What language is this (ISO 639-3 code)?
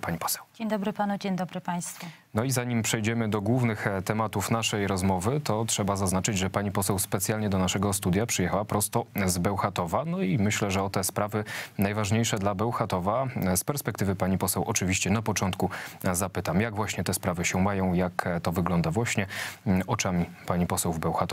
pol